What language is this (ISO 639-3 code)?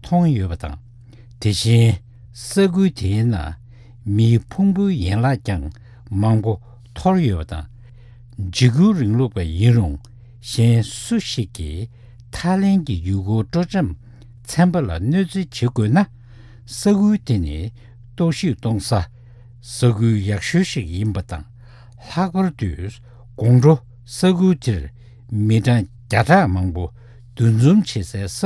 bod